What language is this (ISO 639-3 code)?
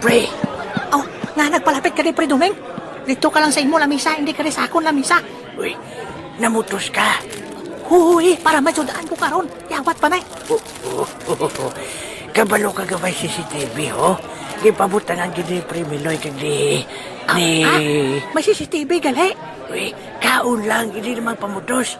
hil